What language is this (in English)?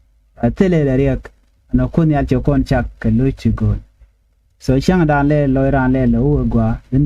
Nuer